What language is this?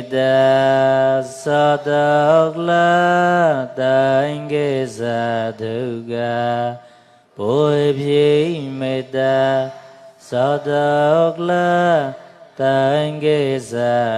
Mon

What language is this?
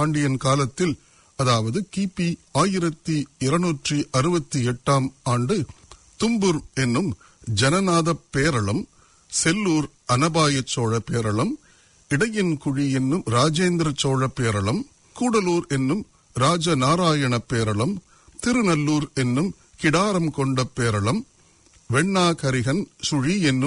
Tamil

